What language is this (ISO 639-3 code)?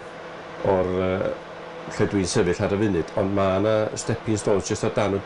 cym